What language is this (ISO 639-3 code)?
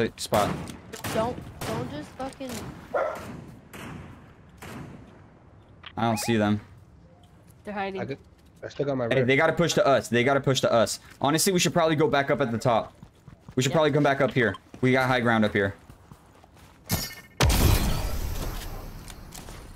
eng